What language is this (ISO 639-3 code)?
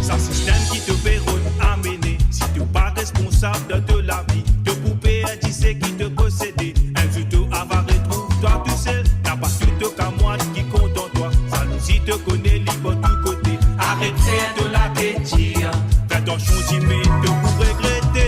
mfe